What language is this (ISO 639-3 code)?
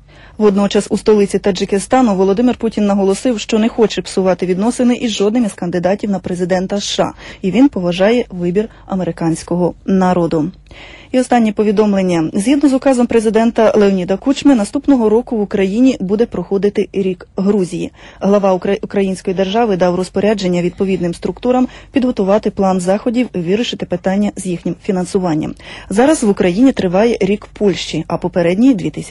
ukr